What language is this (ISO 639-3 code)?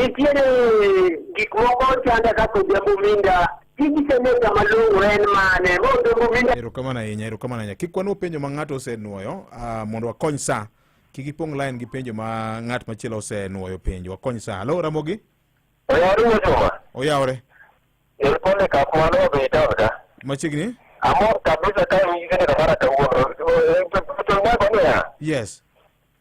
luo